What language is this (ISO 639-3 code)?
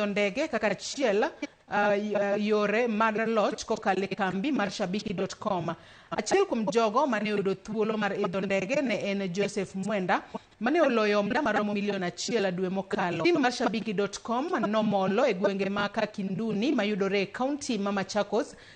luo